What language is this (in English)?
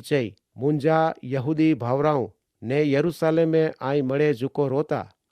Kachhi